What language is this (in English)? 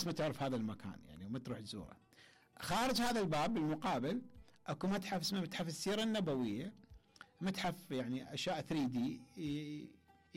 Mesopotamian Arabic